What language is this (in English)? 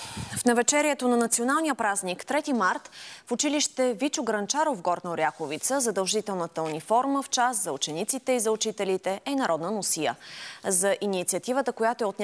Bulgarian